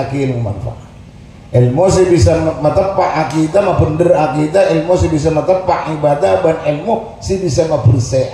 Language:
Madurese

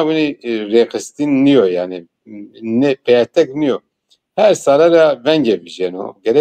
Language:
Zaza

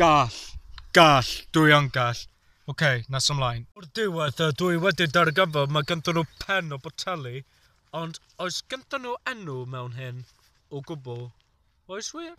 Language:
Welsh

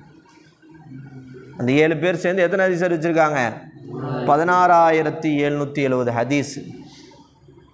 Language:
Tamil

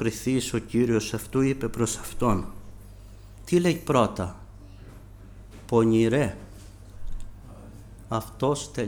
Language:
Greek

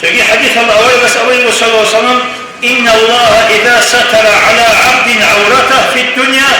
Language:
Avaric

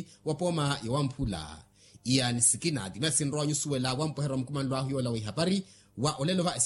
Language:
Makhuwa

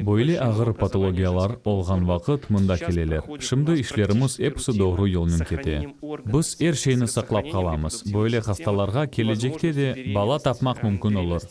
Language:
Crimean Tatar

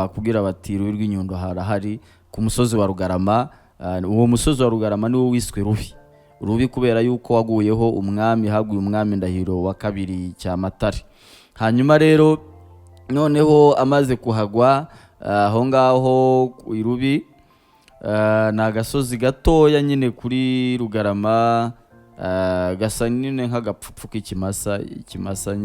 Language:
Kinyarwanda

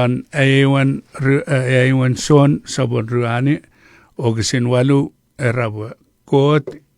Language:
Chuukese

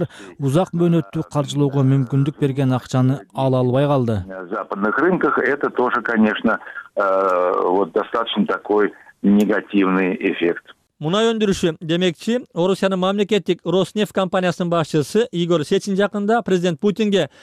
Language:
Kyrgyz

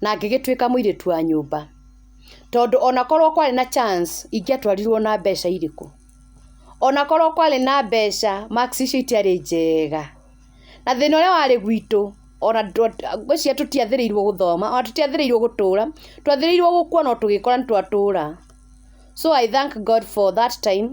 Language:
Kikuyu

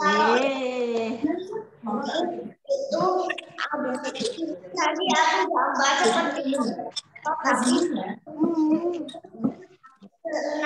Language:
Indonesian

